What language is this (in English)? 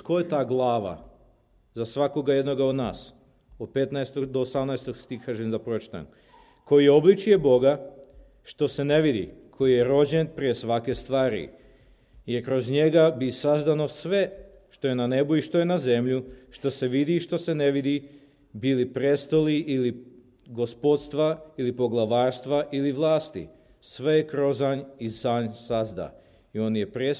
Serbian